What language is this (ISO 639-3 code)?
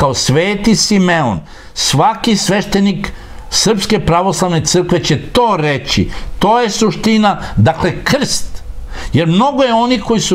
srp